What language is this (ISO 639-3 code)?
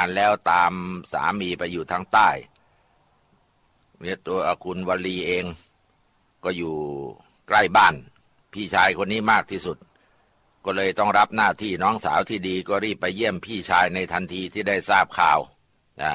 tha